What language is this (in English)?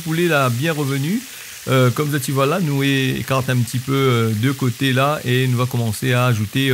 Réunion Creole French